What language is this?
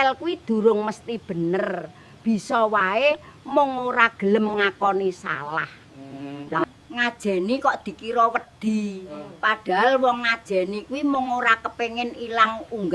Javanese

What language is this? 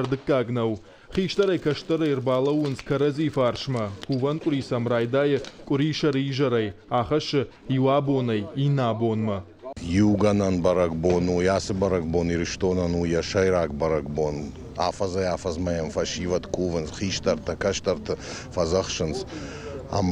Ossetic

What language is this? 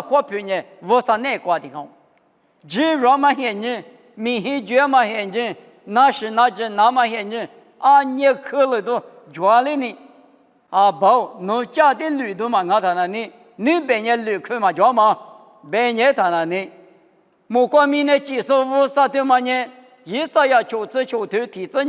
Lisu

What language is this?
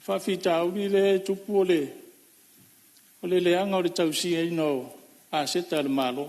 Samoan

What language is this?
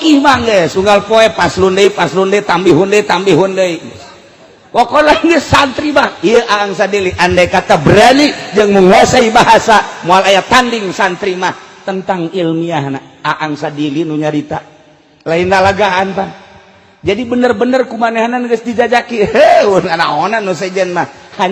Sundanese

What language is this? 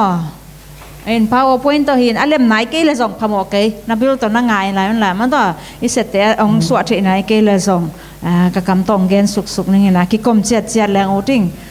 Tedim Chin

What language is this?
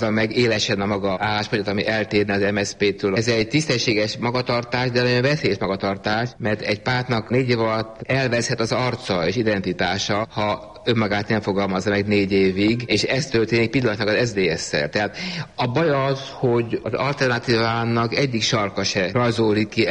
Hungarian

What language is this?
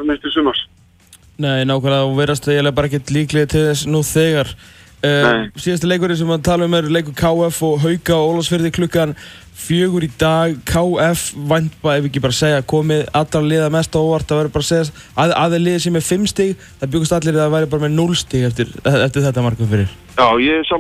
Icelandic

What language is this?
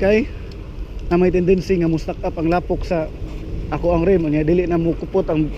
Cebuano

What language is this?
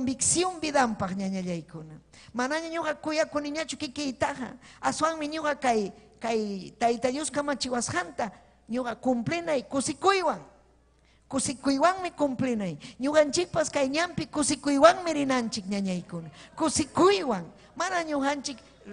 Ayacucho Quechua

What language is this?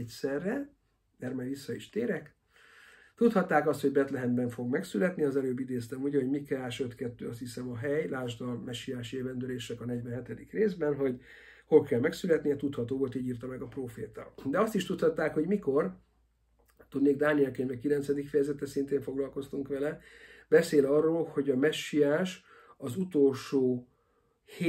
Hungarian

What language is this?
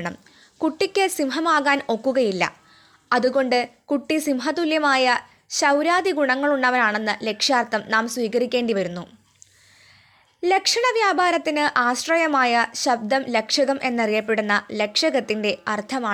Malayalam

